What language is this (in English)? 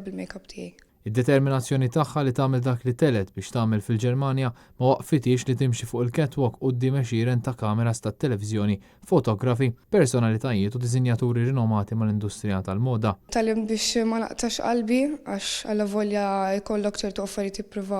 Maltese